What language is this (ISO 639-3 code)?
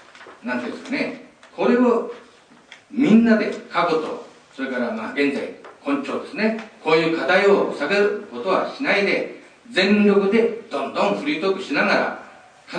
jpn